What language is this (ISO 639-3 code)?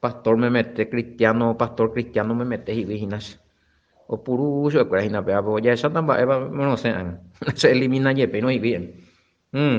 grn